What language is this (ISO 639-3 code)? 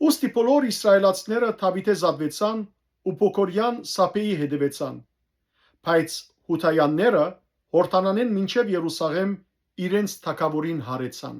hyw